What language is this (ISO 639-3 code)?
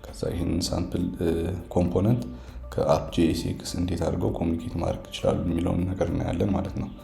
amh